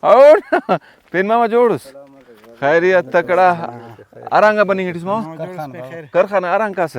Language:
Brahui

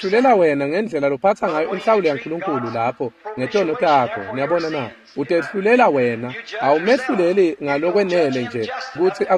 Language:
Swati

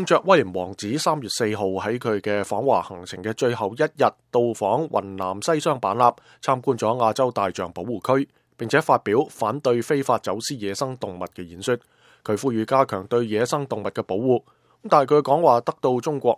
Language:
Cantonese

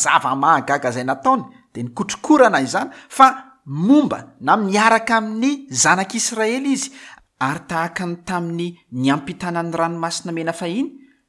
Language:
Malagasy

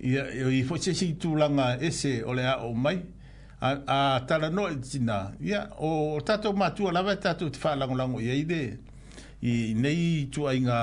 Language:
Samoan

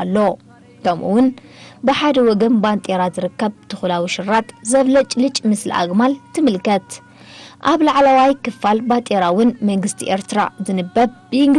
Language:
Tigrinya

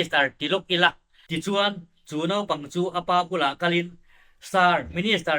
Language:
Mizo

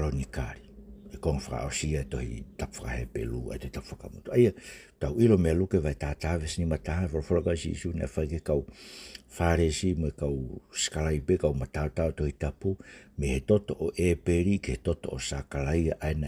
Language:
Tongan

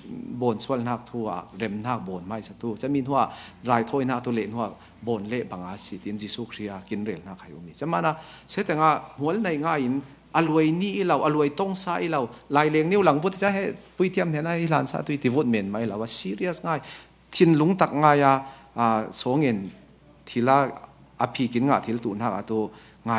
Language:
Falam Chin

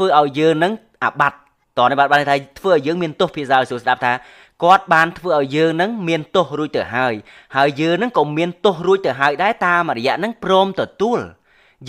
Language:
Khmer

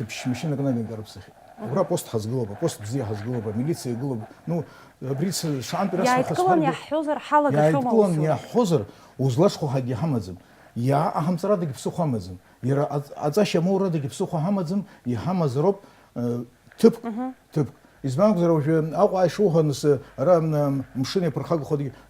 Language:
Abkhazian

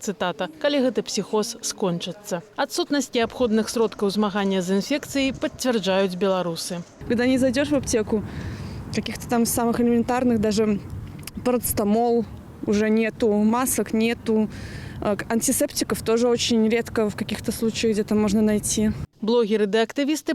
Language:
Belarusian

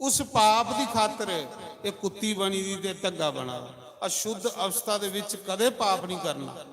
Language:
Dogri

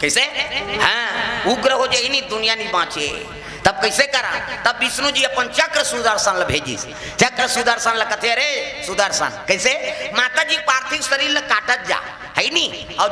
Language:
Chhattisgarhi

